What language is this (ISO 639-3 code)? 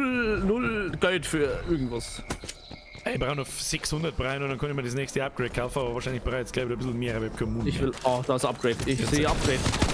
bar